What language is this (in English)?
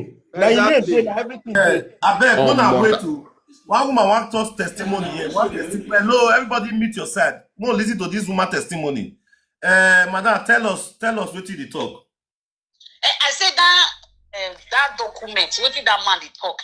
Nigerian Pidgin